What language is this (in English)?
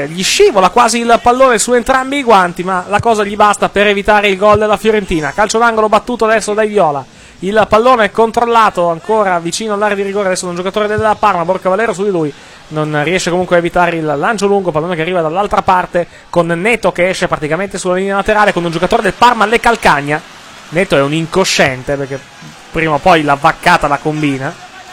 Italian